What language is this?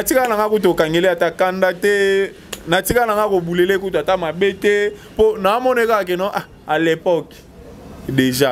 Lingala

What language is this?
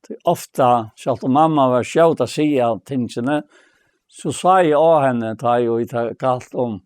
Faroese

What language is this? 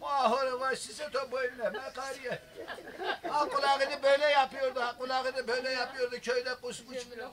Zaza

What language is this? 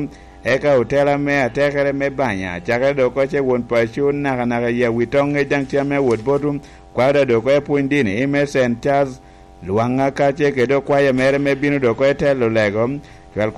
Lango (Uganda)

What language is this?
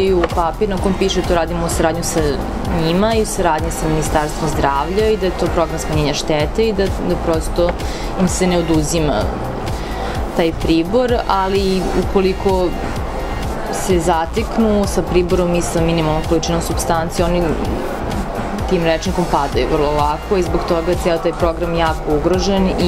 Serbian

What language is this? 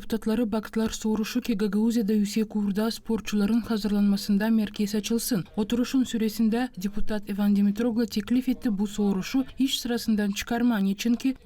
Gagauz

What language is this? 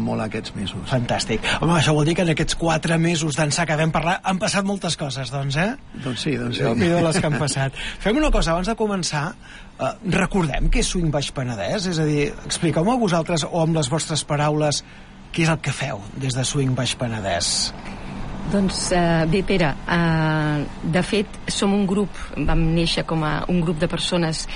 Catalan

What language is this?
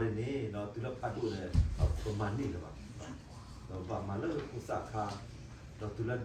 S'gaw Karen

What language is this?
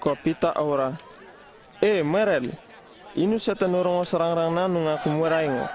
Uripiv-Wala-Rano-Atchin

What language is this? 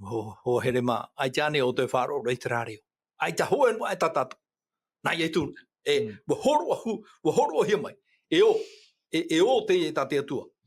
Tahitian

